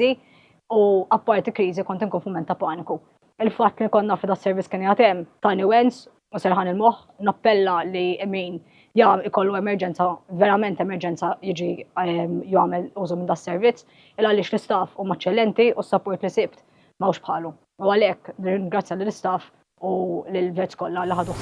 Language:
Maltese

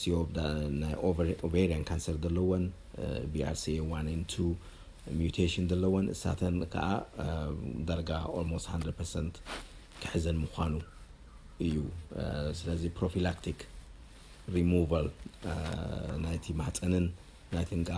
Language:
Tigrinya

